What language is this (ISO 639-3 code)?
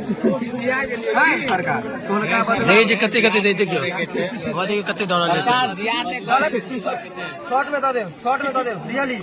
mai